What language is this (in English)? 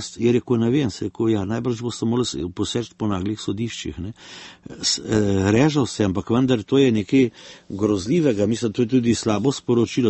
Slovenian